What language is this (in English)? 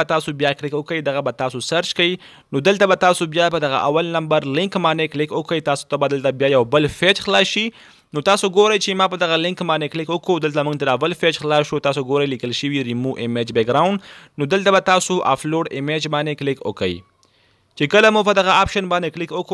Pashto